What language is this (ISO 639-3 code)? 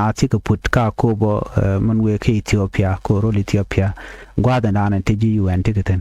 nus